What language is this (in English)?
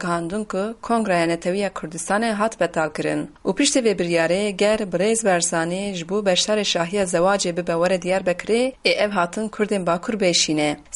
Kurdish